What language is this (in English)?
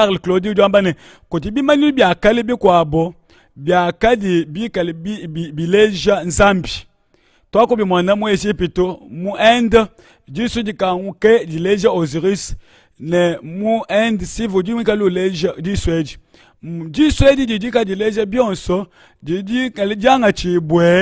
Luba-Lulua